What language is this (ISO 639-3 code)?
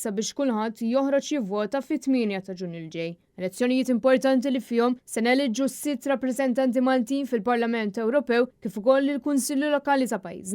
mlt